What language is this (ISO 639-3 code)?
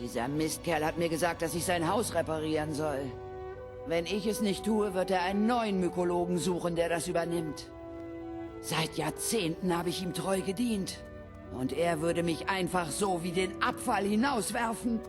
bar